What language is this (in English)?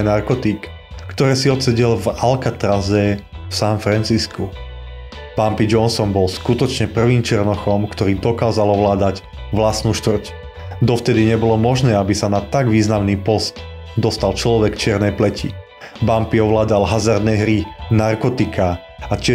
Slovak